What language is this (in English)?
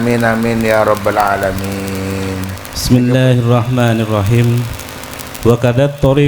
Madurese